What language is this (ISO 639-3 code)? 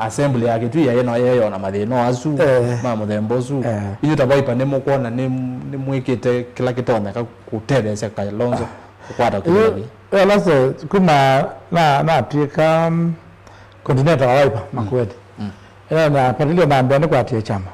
kam